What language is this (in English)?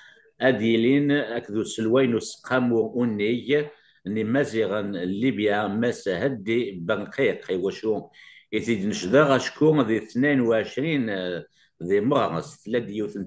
Kabyle